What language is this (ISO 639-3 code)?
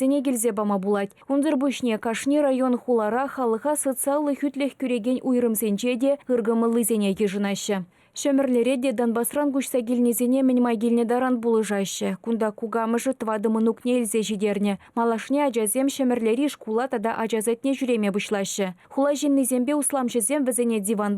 chv